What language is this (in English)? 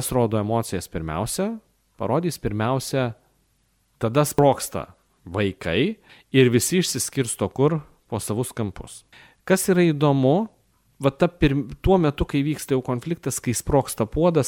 Lithuanian